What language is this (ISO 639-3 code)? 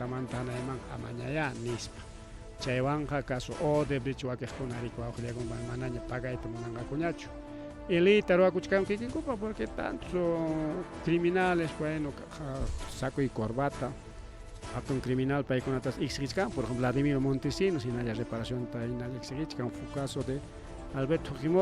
quy